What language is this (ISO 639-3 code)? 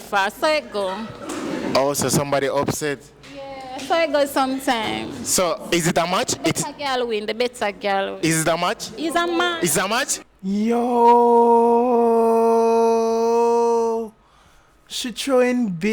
jam